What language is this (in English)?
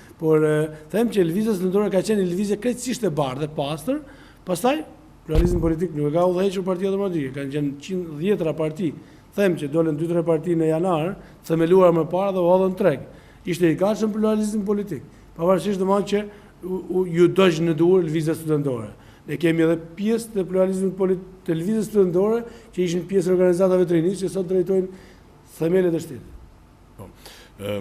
Albanian